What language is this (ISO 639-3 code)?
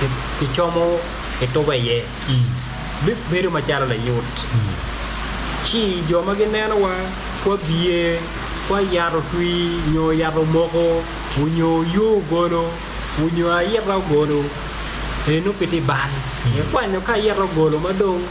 ach